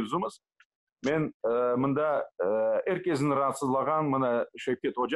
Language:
Crimean Tatar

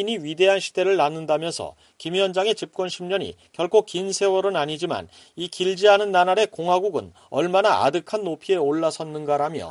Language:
Korean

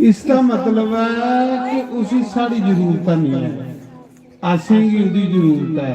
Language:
Dogri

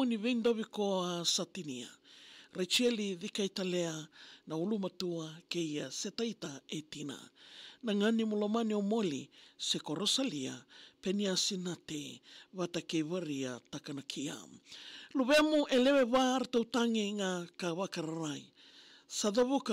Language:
Fijian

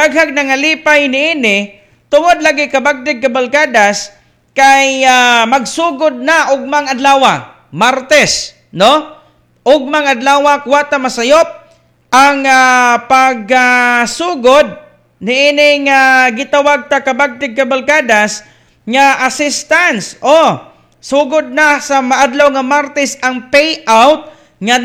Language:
Cebuano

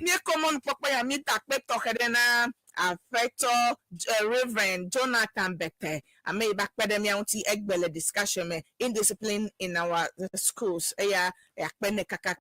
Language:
Ewe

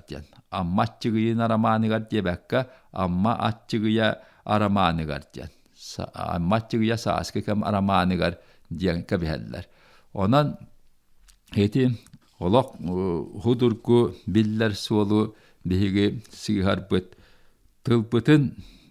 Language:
Yakut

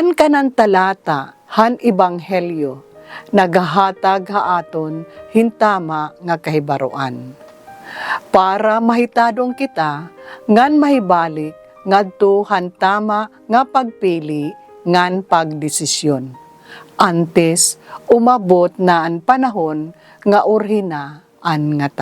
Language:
Waray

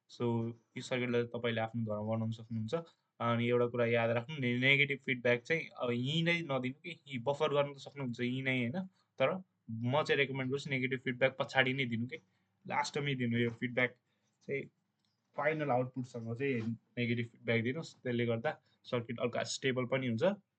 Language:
Nepali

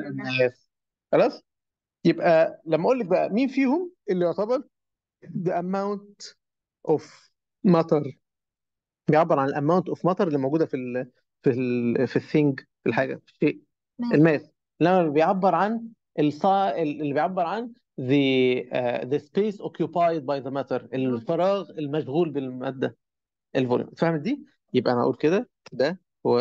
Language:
Egyptian Arabic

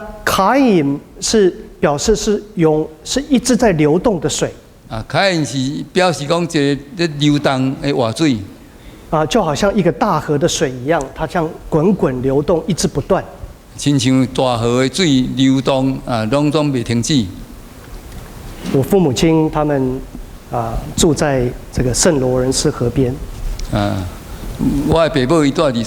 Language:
Min Nan Chinese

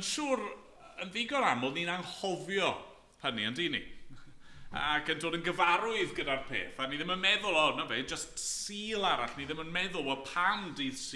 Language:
Welsh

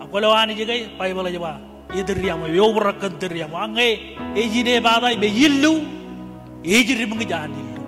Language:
Marshallese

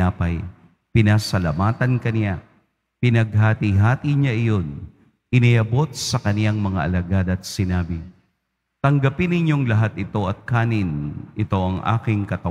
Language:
Filipino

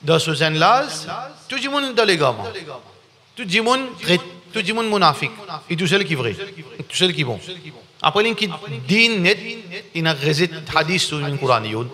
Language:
Morisyen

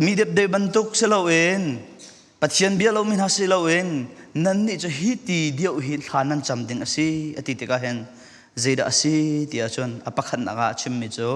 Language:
Falam Chin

